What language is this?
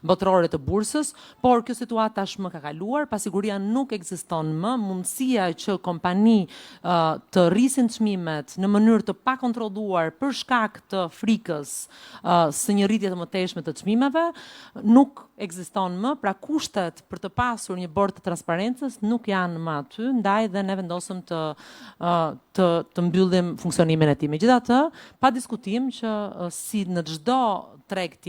Albanian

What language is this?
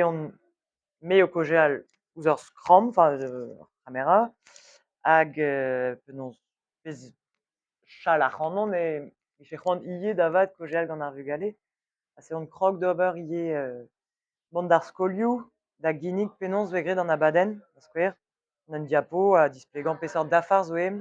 Breton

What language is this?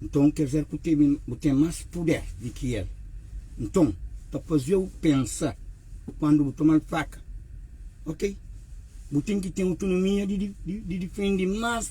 Kabuverdianu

